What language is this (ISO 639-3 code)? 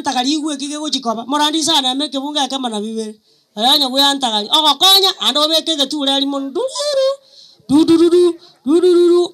guz